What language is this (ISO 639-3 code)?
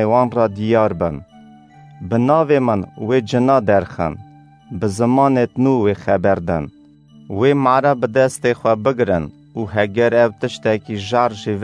kur